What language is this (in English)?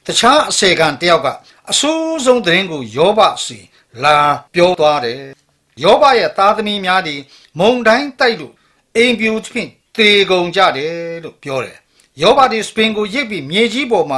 Burmese